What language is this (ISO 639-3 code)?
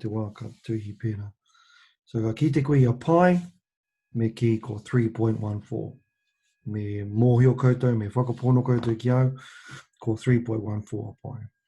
mri